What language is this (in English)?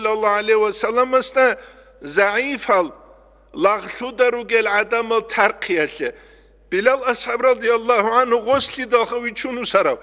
Avaric